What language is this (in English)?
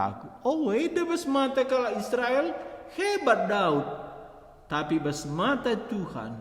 Batak Karo